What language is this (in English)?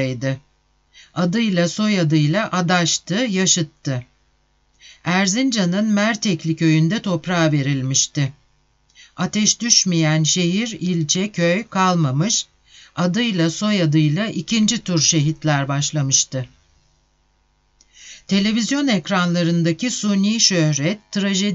Turkish